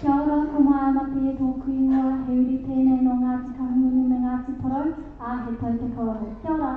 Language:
Māori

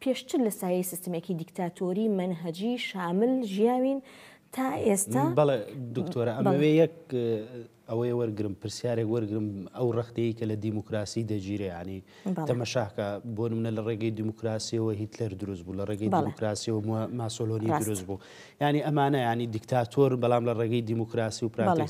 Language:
Central Kurdish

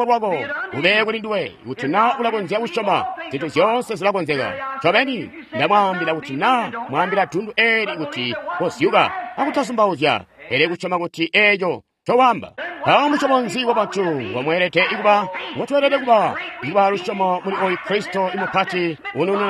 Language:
Tonga (Zambia)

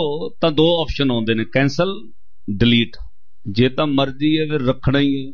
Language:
Punjabi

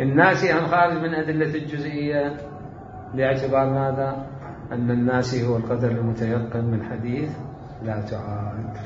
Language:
Mesopotamian Arabic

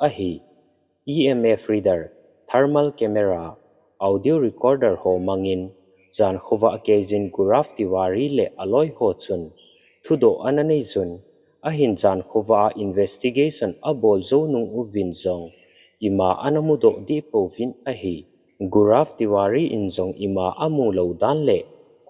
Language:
Thado Chin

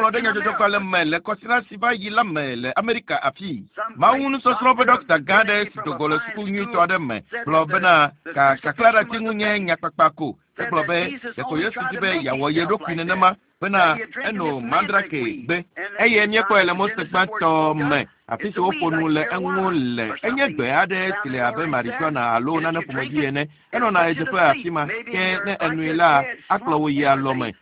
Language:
Ewe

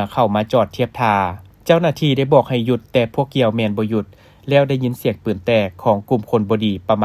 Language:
Lao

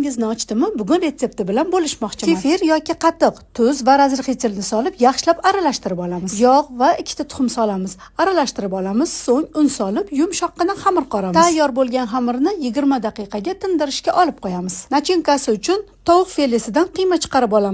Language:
Uzbek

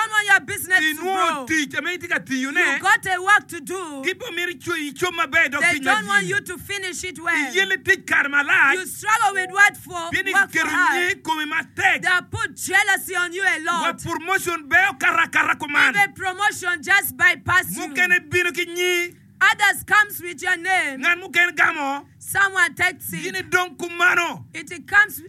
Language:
Acoli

